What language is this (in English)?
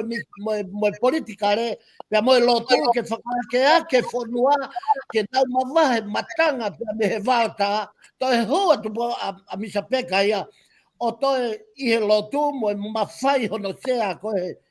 Tongan